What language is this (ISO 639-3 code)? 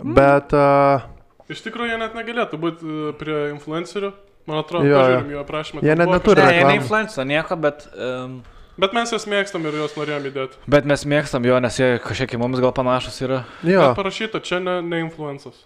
lit